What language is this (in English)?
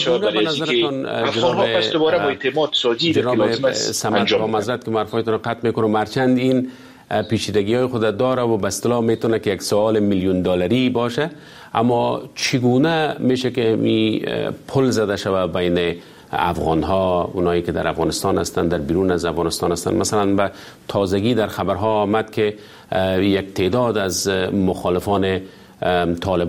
Persian